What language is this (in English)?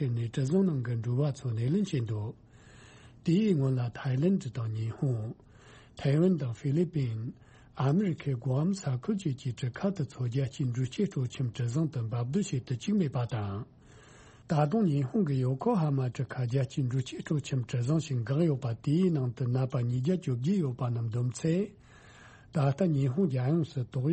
Tibetan